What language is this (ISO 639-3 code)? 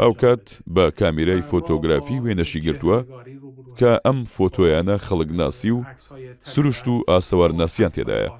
ckb